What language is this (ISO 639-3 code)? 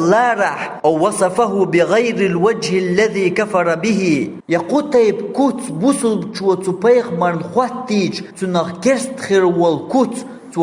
che